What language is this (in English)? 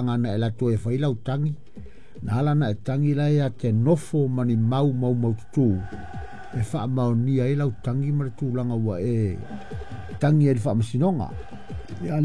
Samoan